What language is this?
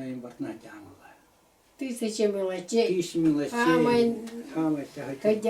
Yakut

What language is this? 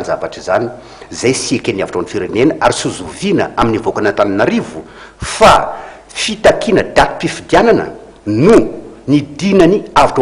Malagasy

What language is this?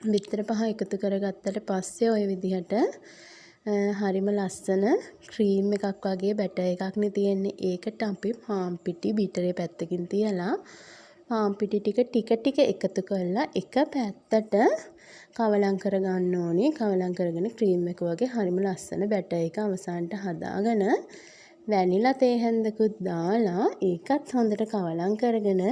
Sinhala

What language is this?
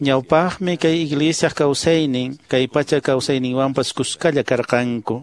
Quechua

